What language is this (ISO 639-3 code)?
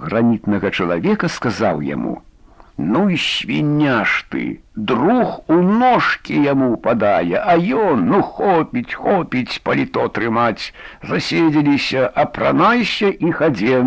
bel